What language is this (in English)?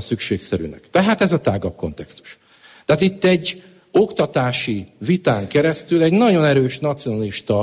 Hungarian